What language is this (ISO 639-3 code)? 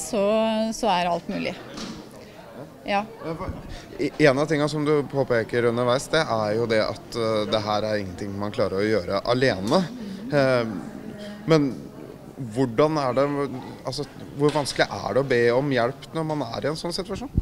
nor